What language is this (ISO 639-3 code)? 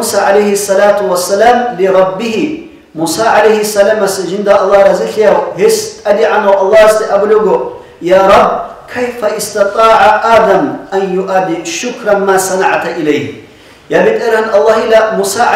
ava